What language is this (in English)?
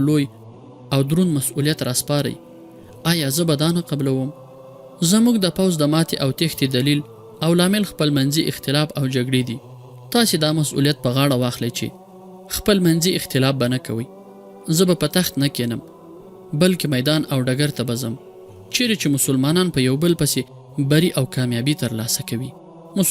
Pashto